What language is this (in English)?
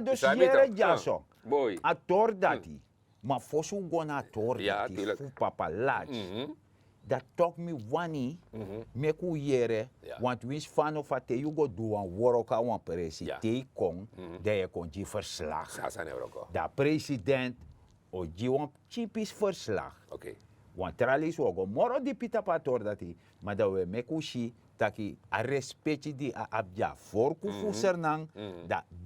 Sranan Tongo